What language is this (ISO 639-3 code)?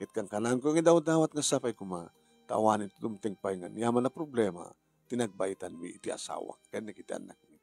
ilo